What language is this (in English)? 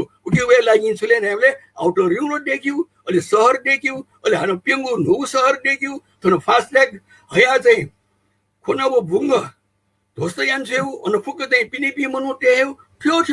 Newari